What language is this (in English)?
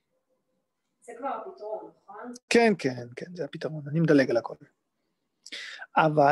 Hebrew